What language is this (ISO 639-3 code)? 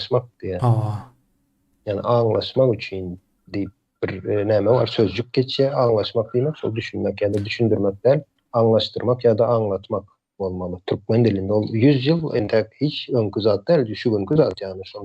tuk